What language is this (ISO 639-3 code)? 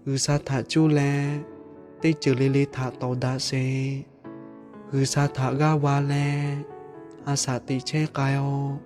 lhu